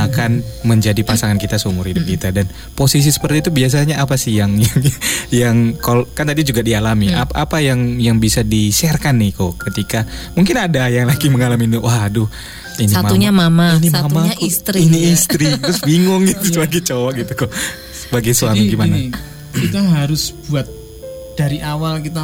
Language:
Indonesian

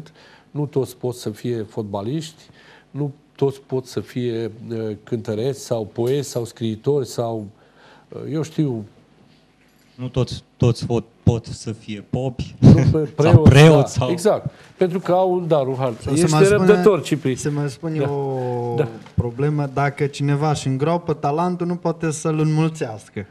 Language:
Romanian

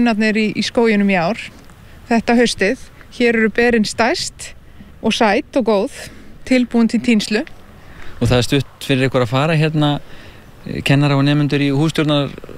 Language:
Icelandic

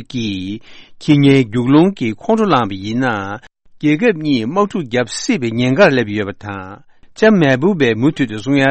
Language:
Tibetan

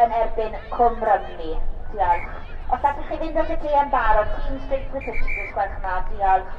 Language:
Welsh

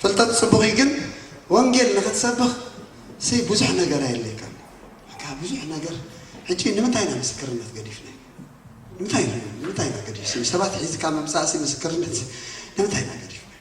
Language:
Tigrinya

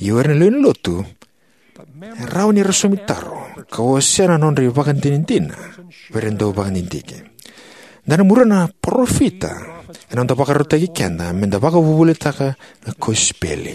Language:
Fijian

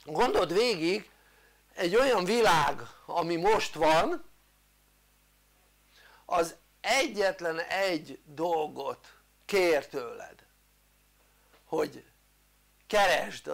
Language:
Hungarian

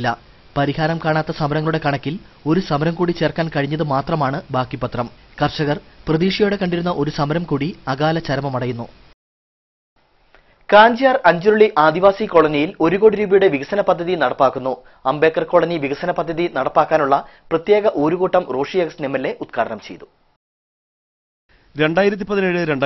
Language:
Malayalam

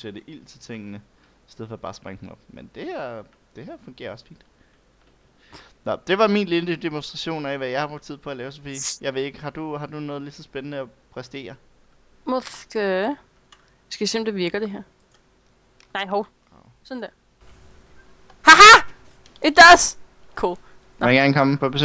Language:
Danish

